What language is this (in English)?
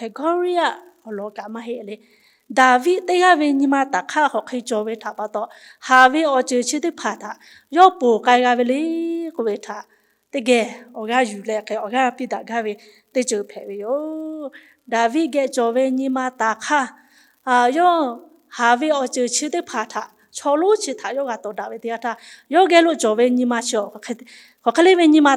Lahu